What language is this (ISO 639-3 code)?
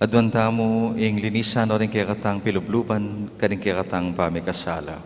pam